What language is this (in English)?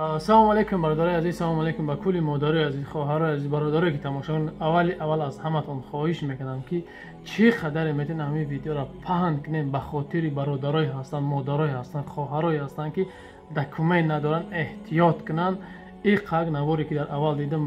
Tajik